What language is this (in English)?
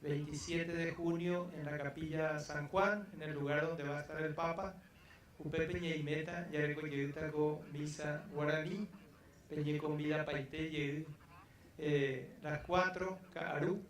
Guarani